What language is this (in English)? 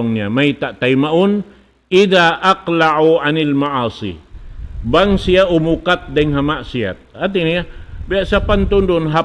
Tausug